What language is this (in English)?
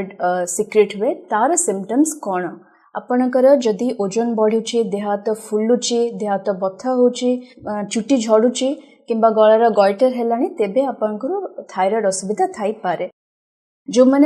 Odia